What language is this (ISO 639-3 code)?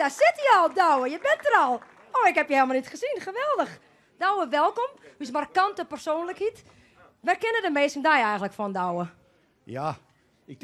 fry